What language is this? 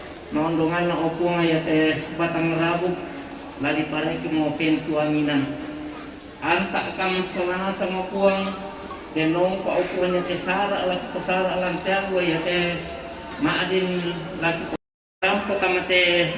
Toraja-Sa'dan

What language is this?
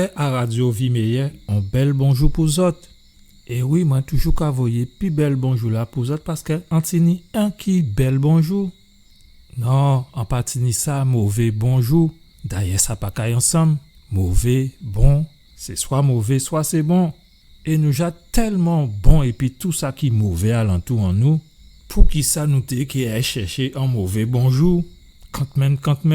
Guadeloupean Creole French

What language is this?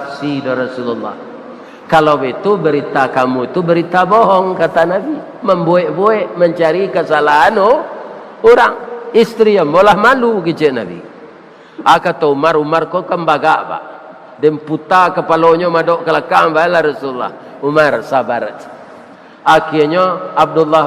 Minangkabau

